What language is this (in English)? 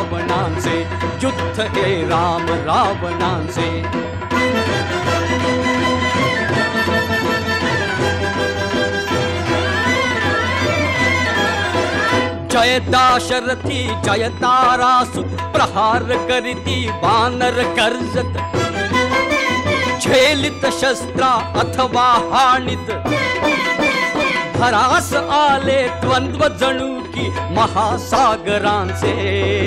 Marathi